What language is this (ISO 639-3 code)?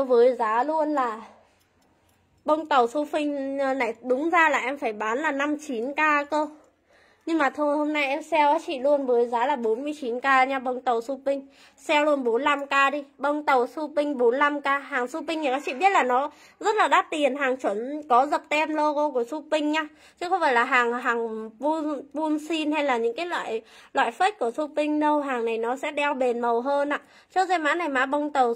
vie